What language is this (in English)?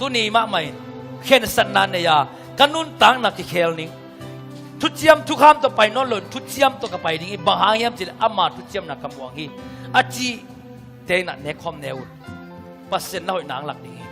Tedim Chin